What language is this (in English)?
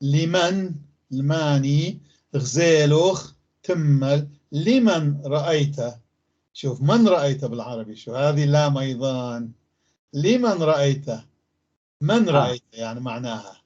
North Levantine Arabic